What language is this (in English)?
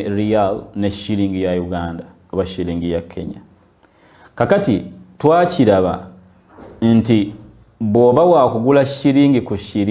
Ganda